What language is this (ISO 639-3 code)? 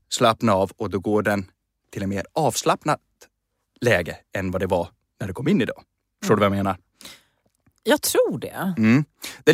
swe